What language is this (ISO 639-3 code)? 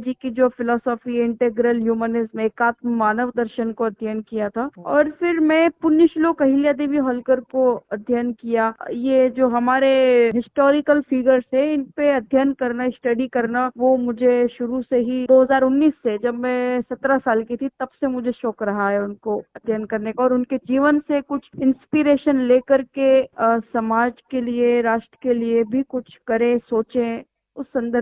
hin